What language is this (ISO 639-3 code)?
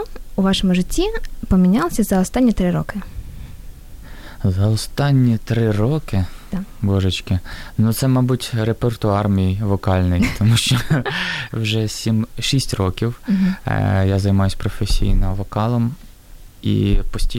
ukr